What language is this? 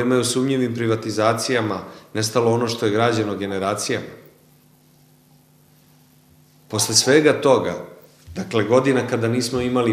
Serbian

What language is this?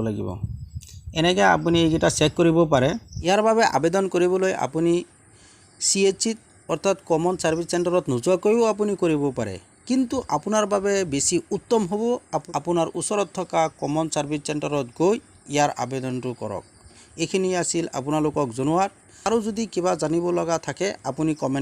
Assamese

